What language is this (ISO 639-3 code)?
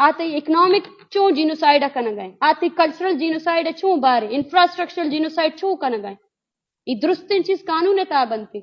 bgp